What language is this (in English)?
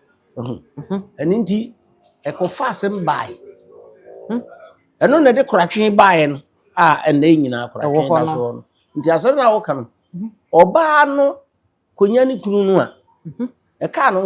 Akan